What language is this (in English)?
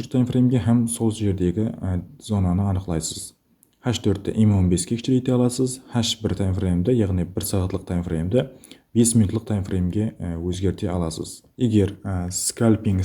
Kara-Kalpak